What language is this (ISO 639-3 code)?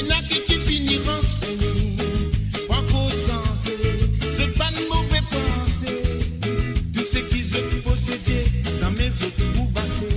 mfe